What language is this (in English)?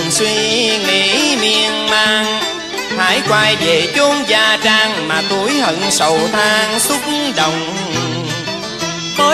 Vietnamese